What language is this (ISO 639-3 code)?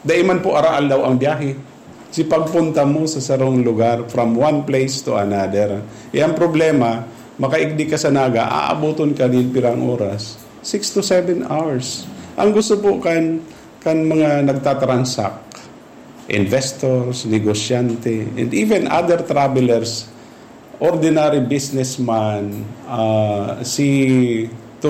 bik